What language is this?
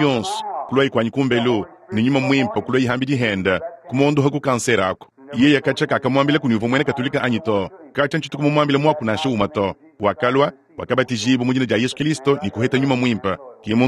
Luba-Lulua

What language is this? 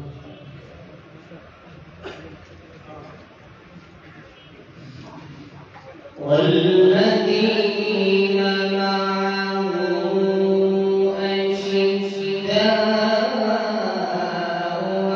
Arabic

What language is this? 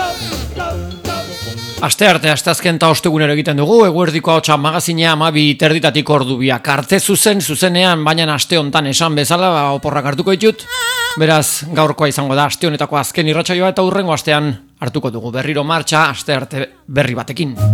Basque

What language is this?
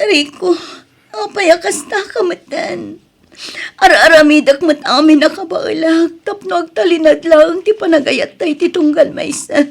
Iloko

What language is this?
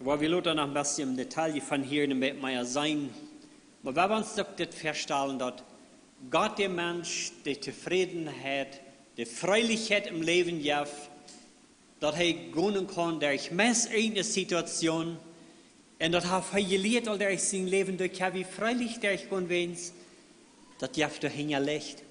Plautdietsch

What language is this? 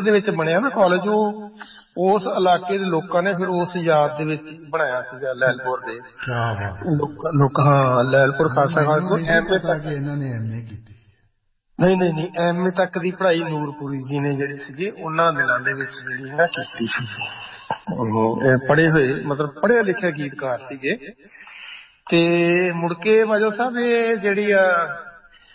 Punjabi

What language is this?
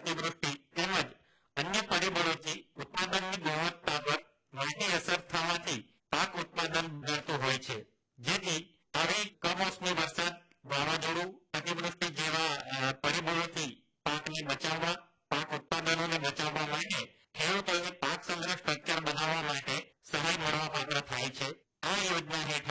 Gujarati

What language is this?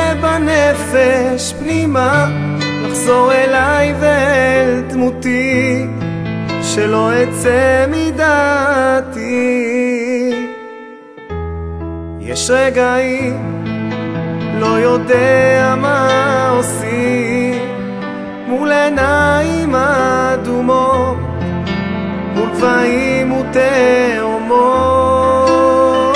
Hebrew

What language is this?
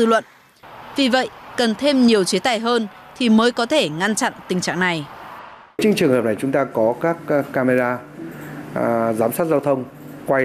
Vietnamese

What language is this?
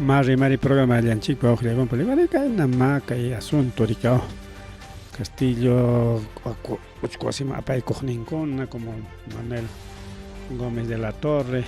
Ayacucho Quechua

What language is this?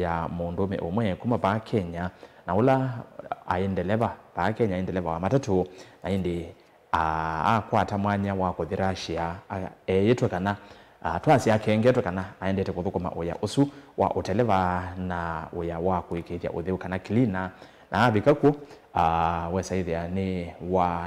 Kamba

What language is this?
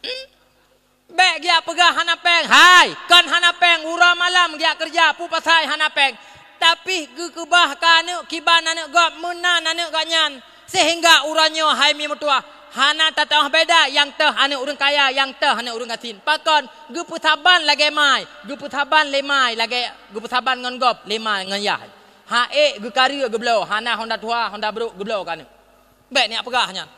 Achinese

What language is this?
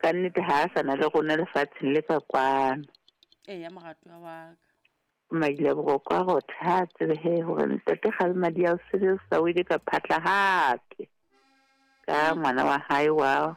Southern Sotho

